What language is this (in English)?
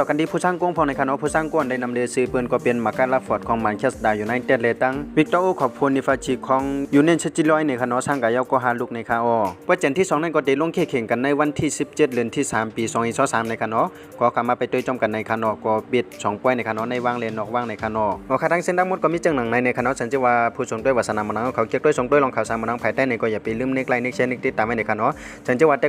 Shan